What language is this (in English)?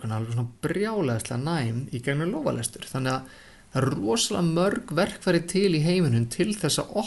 Icelandic